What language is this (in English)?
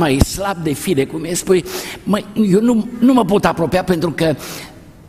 Romanian